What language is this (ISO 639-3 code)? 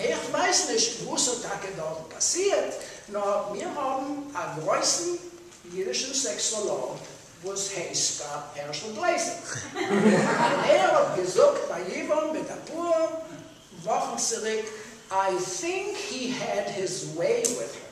yid